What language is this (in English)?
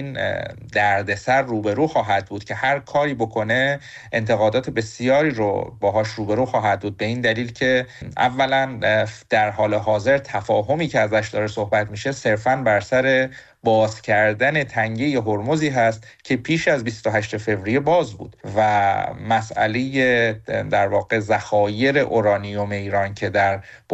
Persian